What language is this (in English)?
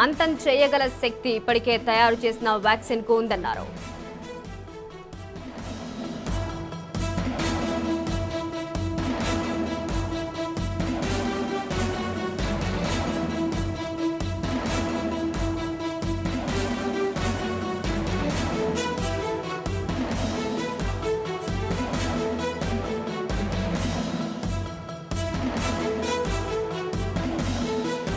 Telugu